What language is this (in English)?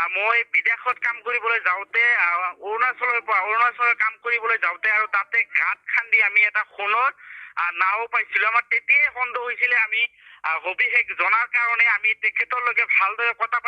Assamese